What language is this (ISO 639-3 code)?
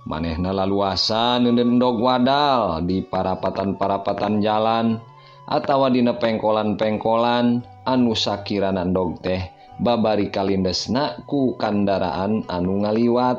sun